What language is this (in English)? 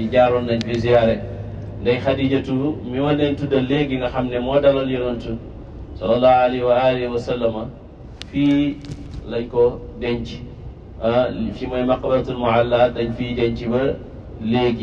Wolof